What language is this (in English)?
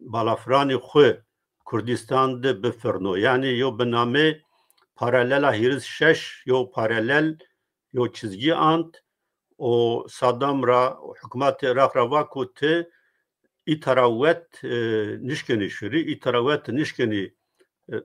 Zaza